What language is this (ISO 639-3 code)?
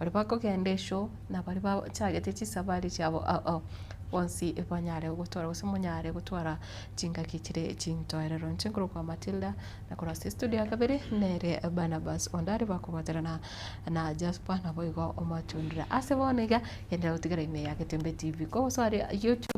guz